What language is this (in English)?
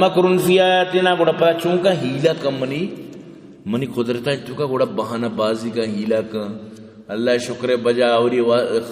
Baluchi